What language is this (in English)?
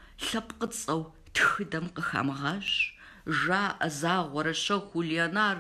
Kabardian